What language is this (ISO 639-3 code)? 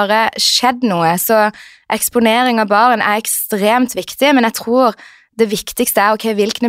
nor